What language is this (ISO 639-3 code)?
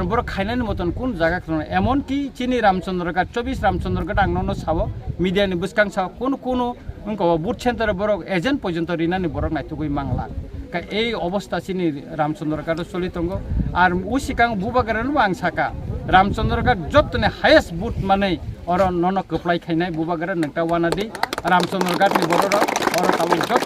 trp